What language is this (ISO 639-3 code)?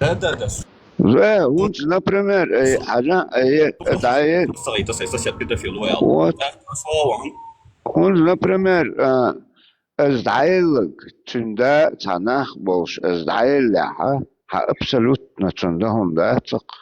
che